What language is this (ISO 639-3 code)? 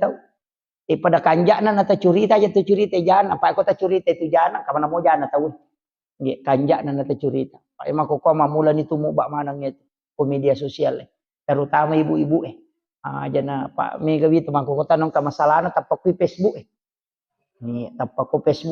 bug